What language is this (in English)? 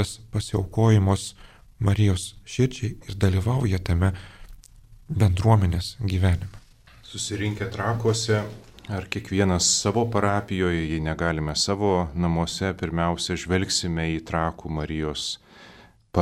Lithuanian